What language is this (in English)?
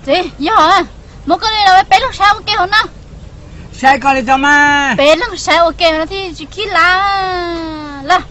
Hmong